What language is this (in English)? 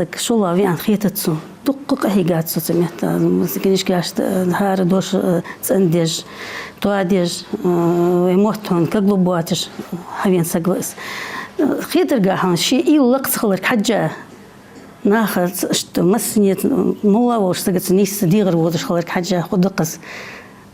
Ingush